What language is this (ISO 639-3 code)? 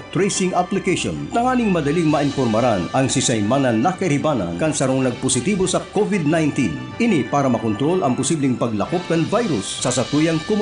bik